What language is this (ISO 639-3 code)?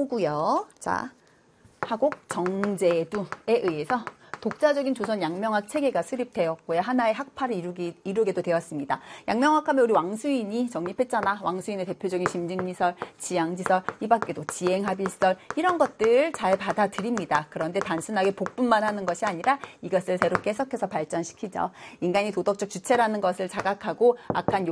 kor